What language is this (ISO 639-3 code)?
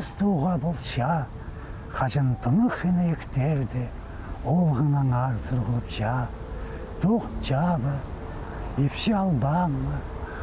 kjh